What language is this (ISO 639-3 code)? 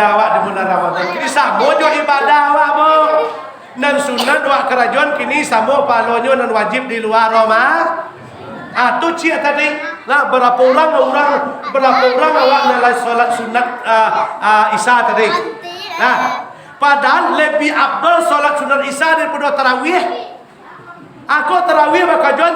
min